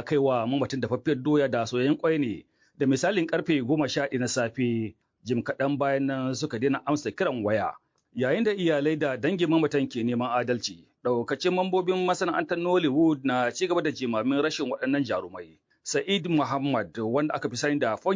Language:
Hausa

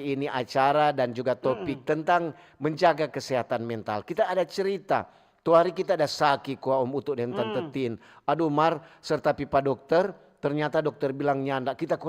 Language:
Manado Malay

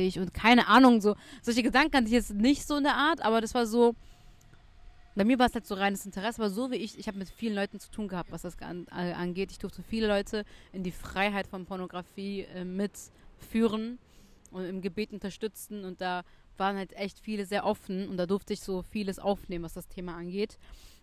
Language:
German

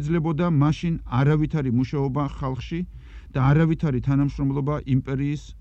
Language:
Georgian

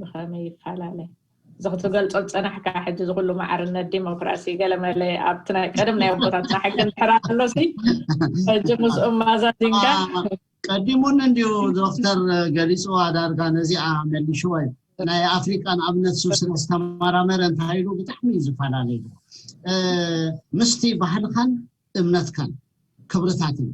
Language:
Tigrinya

